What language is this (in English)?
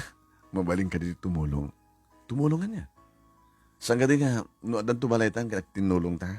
Iloko